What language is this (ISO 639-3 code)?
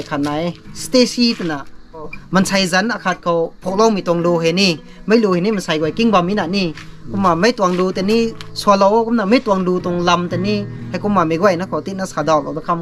nbu